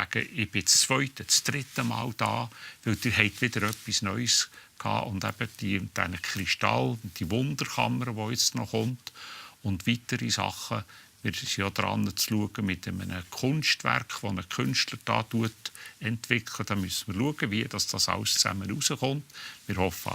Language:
Swiss German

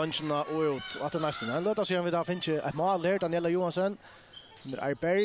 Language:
Faroese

